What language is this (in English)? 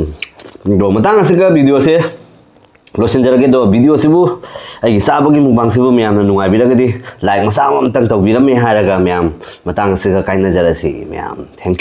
Manipuri